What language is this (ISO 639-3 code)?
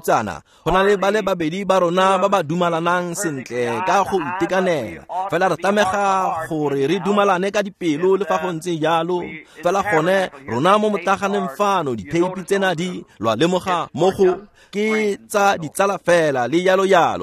tsn